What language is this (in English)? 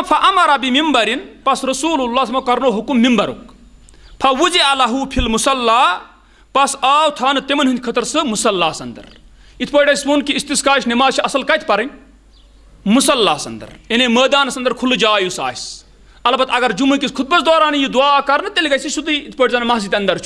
Kashmiri